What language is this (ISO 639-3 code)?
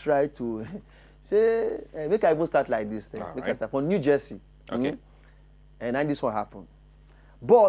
pcm